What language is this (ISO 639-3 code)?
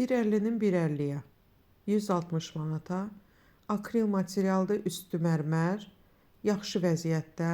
aze